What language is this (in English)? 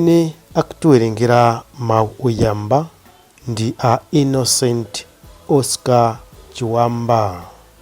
Nyanja